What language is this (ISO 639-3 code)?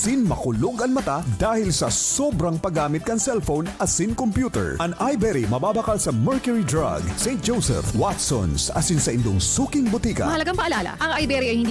bik